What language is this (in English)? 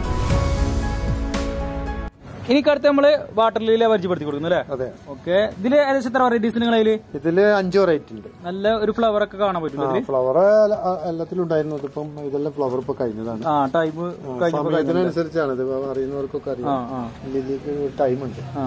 Malayalam